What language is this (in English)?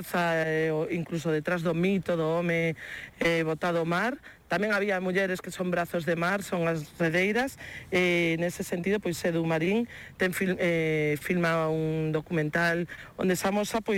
Galician